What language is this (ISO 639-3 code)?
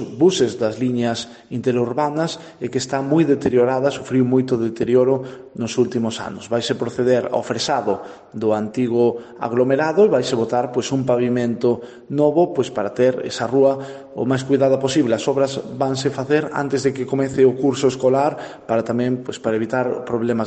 glg